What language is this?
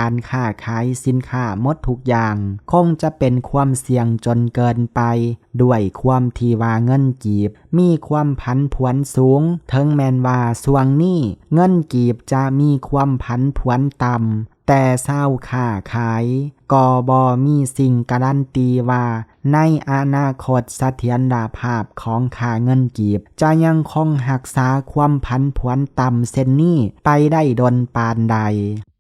Lao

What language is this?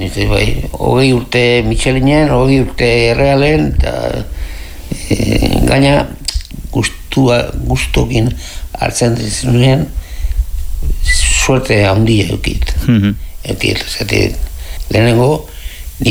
Basque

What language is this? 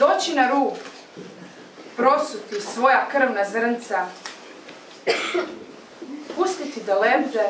Croatian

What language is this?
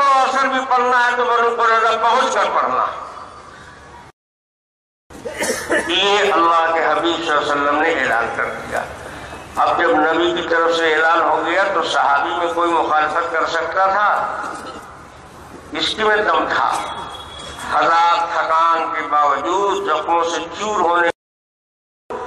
Urdu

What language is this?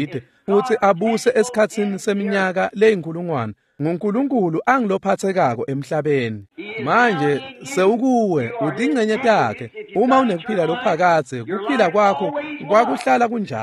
Swati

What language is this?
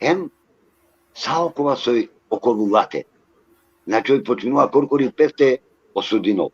Balkan Romani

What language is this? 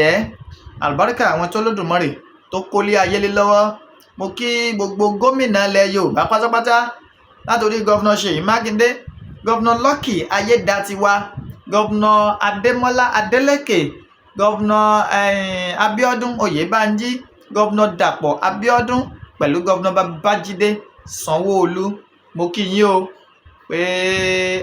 Yoruba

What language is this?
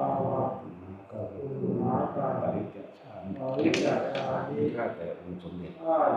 Northeastern Thai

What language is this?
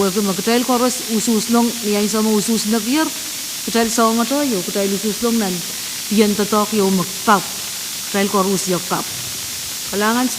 Pohnpeian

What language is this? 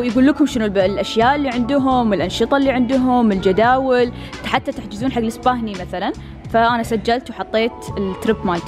Gulf Arabic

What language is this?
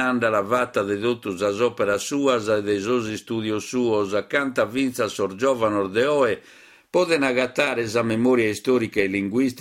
Sardinian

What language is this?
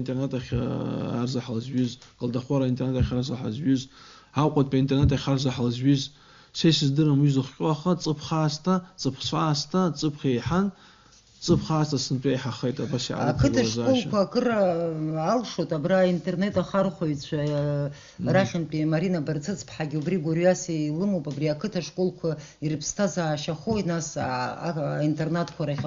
Abkhazian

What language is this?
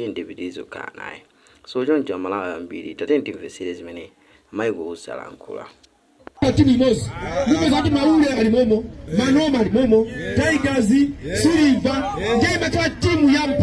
Nyanja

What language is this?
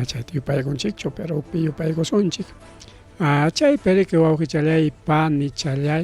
Ayacucho Quechua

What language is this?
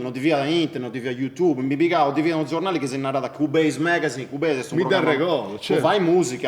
Sardinian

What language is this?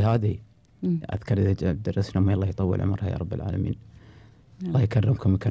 Gulf Arabic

